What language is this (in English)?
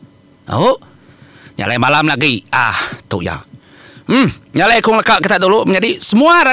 Iban